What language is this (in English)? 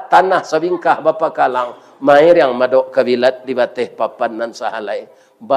Minangkabau